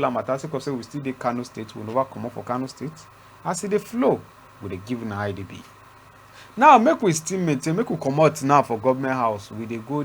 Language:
Nigerian Pidgin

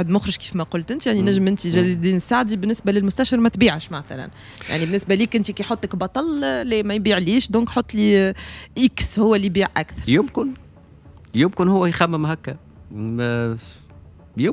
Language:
Tunisian Arabic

